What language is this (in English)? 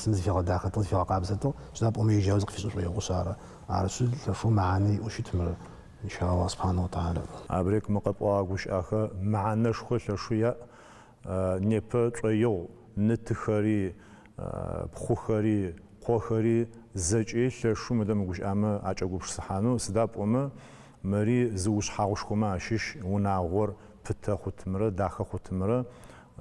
Adyghe